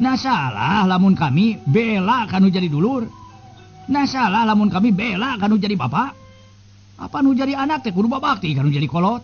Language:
Sundanese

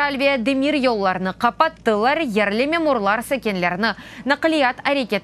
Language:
Crimean Tatar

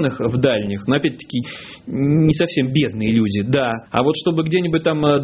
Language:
Russian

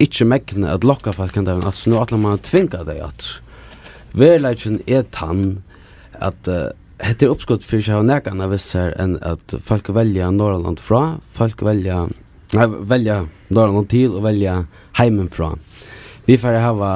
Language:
Faroese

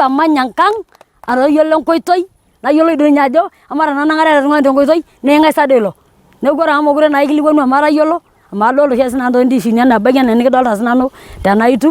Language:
Masai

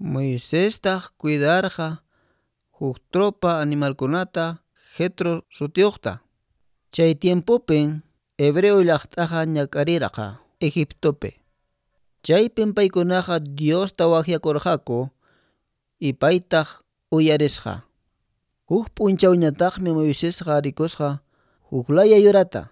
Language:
Quechua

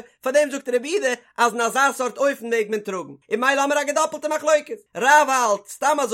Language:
Yiddish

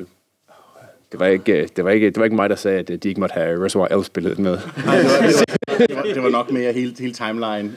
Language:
Danish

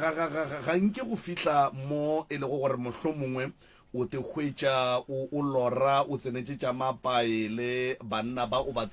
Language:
Northern Sotho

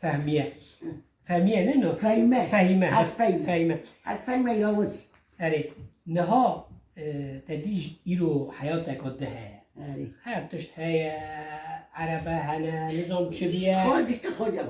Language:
Kurdish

